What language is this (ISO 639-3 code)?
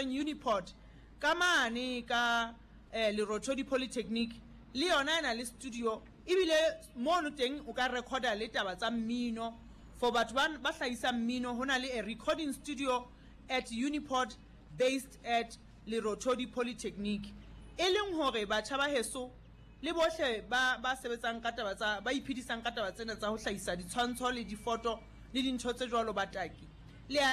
sot